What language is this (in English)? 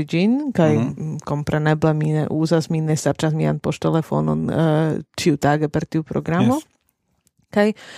Esperanto